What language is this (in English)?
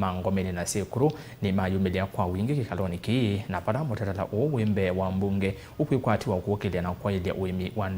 Kamba